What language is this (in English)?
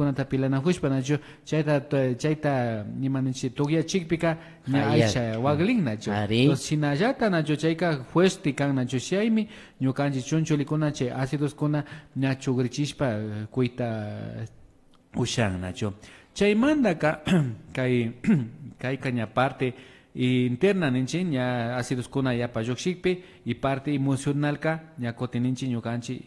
Imbabura Highland Quichua